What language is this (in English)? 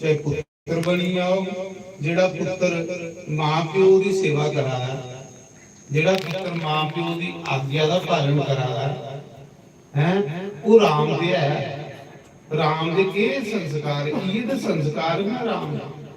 Dogri